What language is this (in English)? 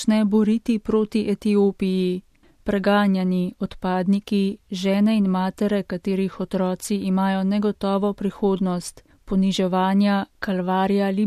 Slovenian